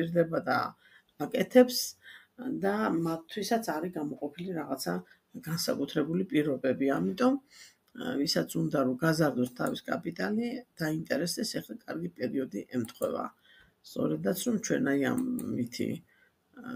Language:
Georgian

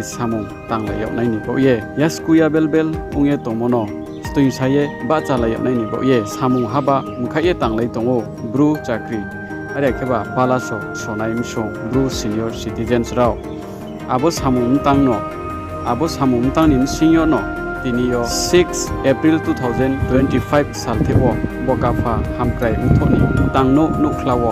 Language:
Riang (India)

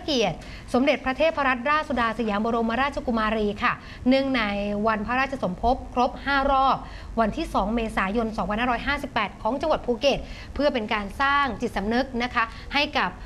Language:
Thai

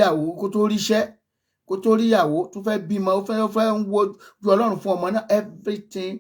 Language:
Yoruba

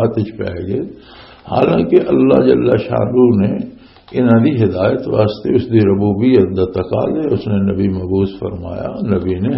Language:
Western Panjabi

